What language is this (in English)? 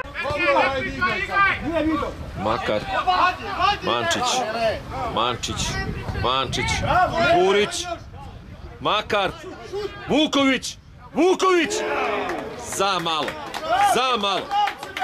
Serbian